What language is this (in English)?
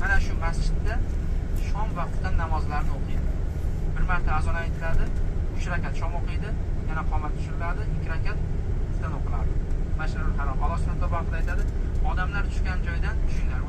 Uzbek